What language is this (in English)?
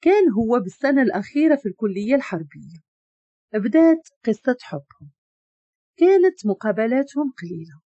Moroccan Arabic